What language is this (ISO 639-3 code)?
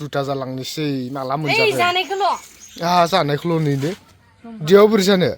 brx